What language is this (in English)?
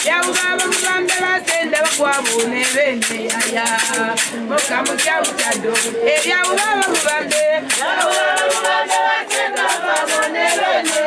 Kaonde